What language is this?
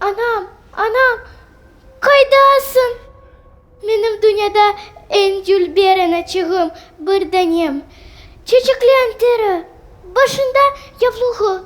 Crimean Tatar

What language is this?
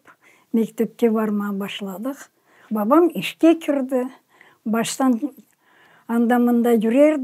Crimean Tatar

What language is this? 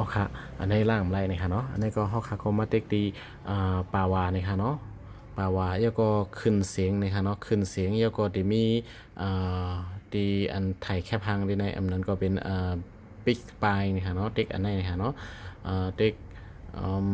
Shan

